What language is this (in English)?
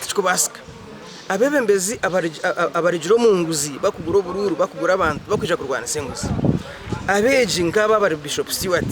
Nyankole